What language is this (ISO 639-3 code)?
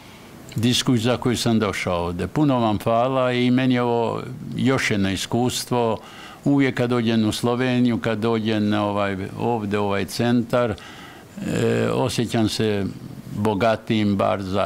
hrv